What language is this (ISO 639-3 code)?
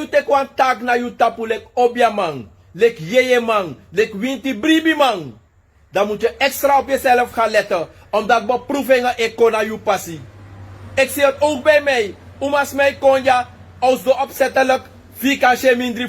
srn